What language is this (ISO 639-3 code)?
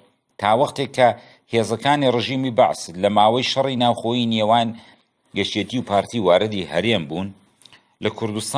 ckb